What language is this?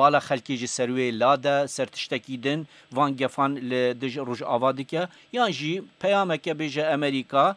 Kurdish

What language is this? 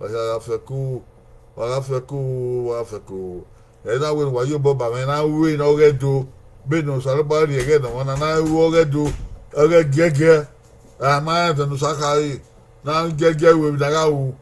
Bini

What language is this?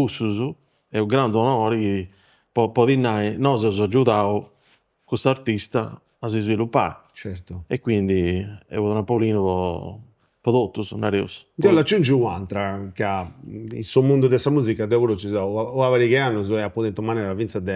Sardinian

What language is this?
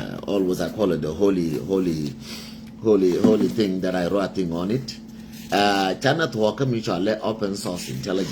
Nuer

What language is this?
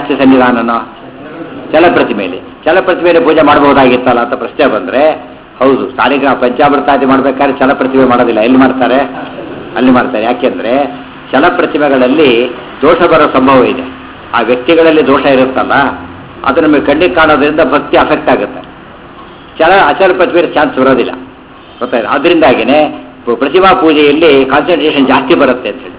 Kannada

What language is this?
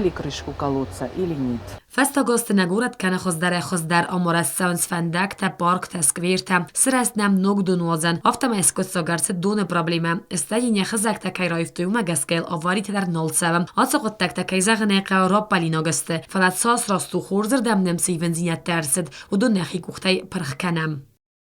Ossetic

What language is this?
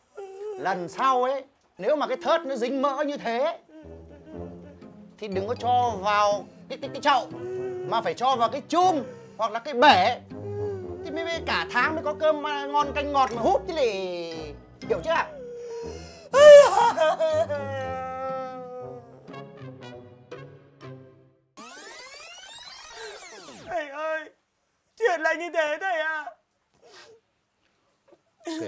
Vietnamese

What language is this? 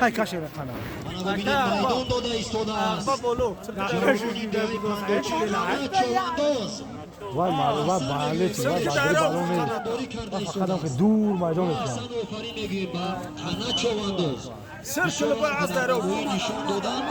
Tajik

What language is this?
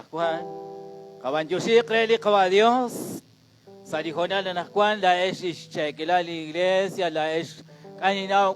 Kekchí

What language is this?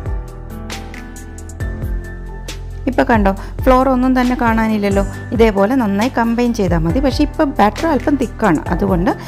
Malayalam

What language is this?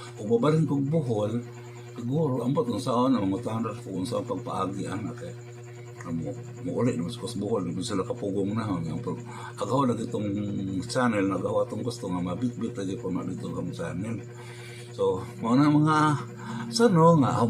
Cebuano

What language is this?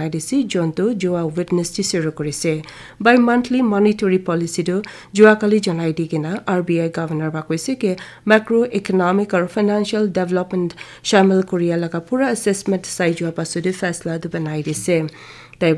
Naga Pidgin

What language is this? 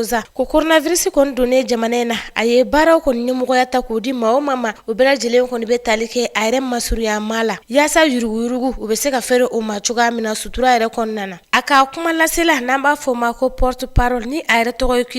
Bambara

